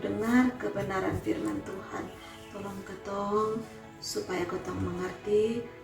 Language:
Kupang Malay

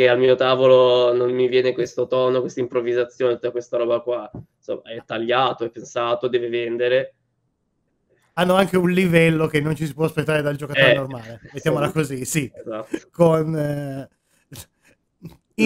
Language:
Italian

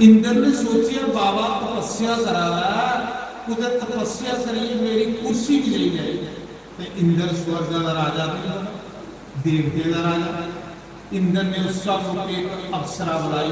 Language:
Dogri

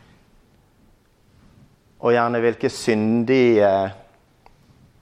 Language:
Norwegian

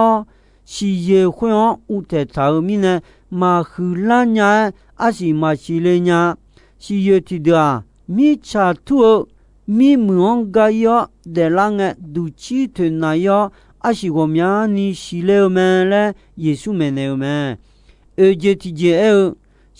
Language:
Akha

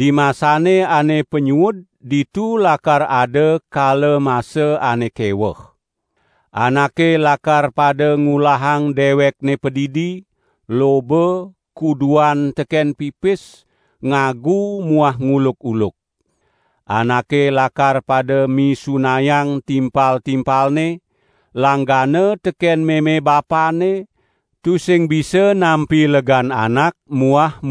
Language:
Balinese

